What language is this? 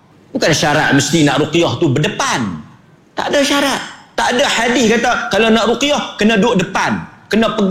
Malay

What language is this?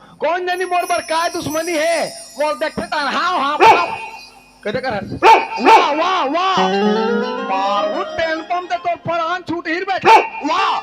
Chhattisgarhi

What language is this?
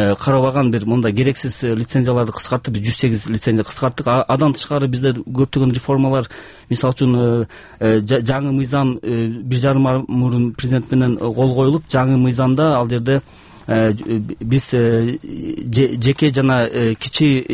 Kyrgyz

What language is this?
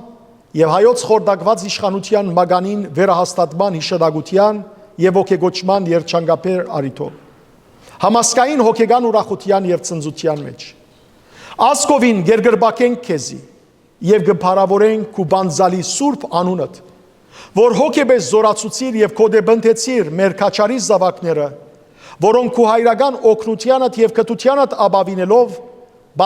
Western Armenian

